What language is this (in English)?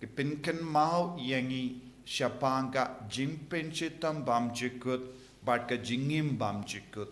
Khasi